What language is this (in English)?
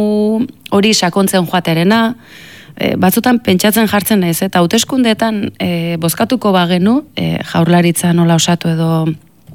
Basque